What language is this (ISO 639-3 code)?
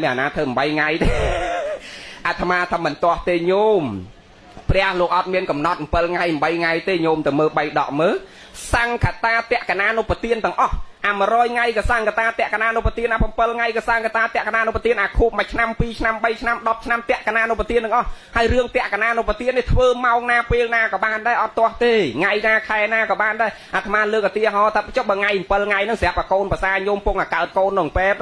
khm